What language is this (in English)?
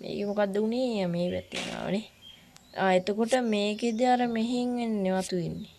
Sinhala